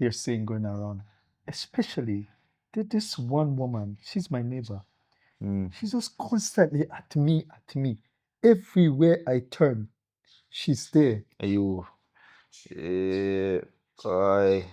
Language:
Jamaican Creole English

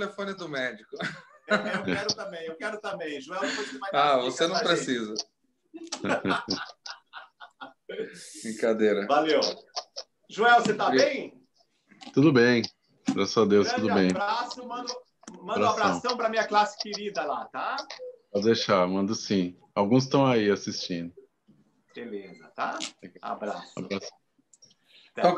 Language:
Portuguese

